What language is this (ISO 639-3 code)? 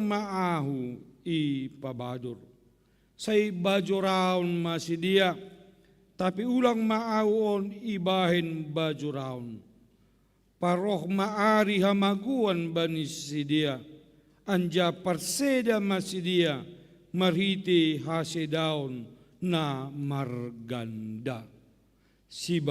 bts